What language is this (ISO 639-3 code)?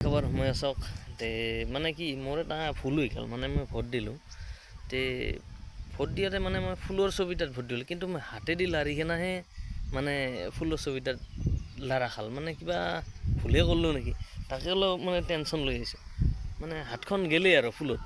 asm